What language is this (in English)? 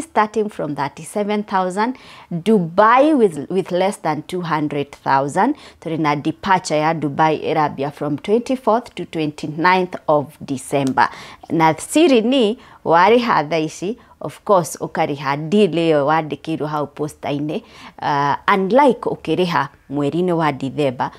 Kikuyu